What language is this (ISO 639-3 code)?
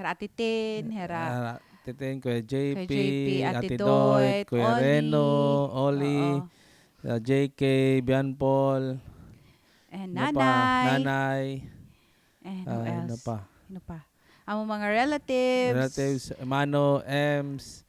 war